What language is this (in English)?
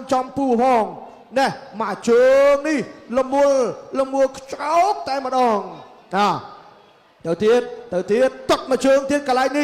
Khmer